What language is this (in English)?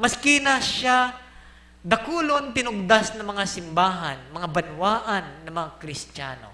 Bikol